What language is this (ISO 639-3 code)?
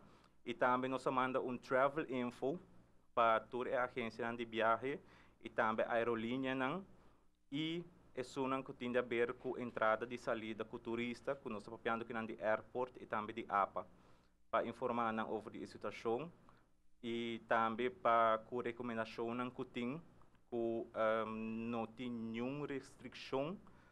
pap